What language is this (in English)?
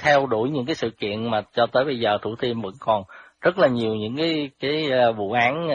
Vietnamese